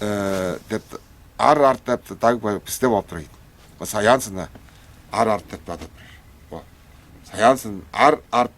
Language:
Tuvinian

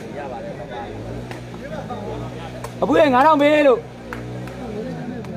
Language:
Burmese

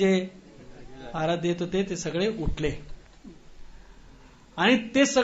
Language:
Marathi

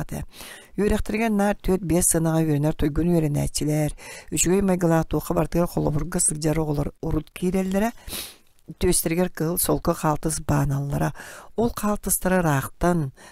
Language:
Yakut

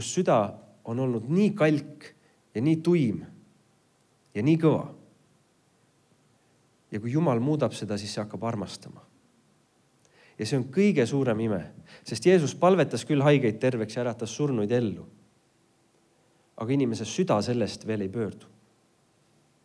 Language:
Estonian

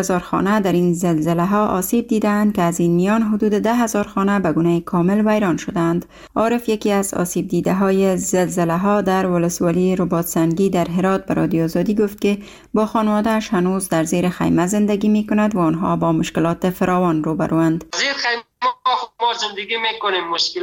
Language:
Persian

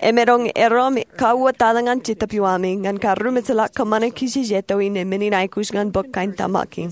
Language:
Marshallese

